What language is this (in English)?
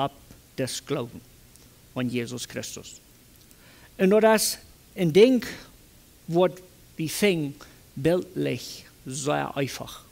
Plautdietsch